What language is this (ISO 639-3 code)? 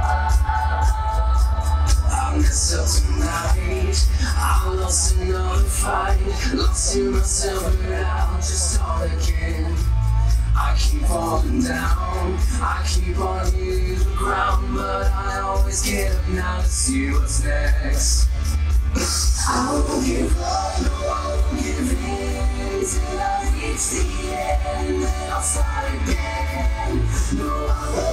eng